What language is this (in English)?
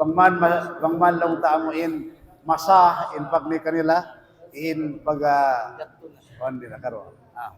Tausug